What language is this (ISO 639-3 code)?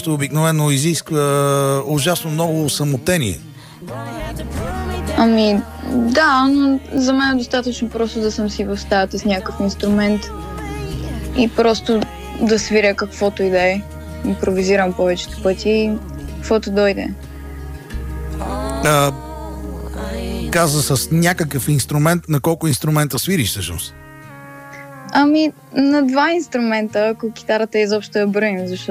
bul